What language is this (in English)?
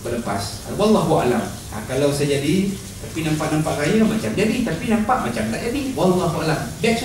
Malay